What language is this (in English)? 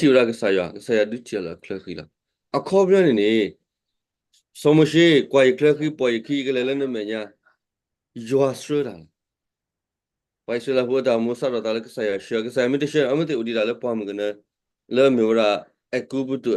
S'gaw Karen